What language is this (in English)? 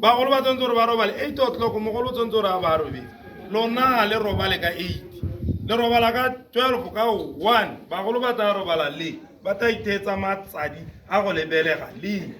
Tswana